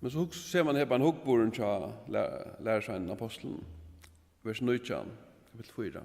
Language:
Faroese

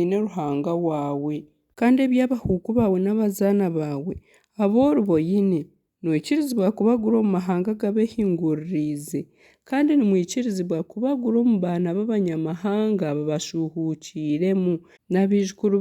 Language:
Nyankole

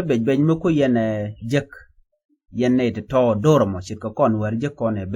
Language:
Nuer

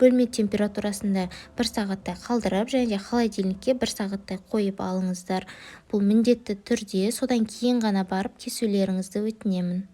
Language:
Kazakh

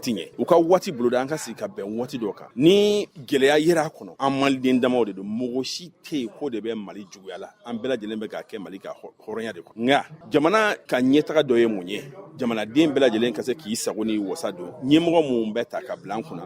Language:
Bambara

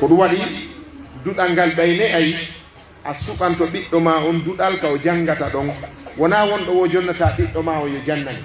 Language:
Pular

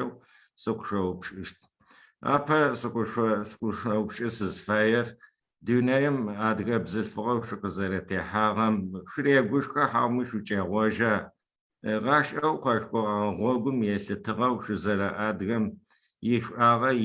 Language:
Adyghe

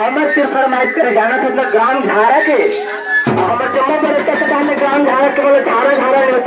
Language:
Chhattisgarhi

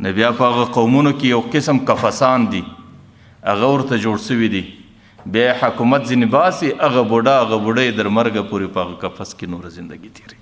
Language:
Pashto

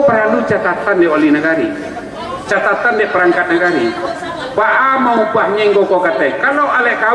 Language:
Minangkabau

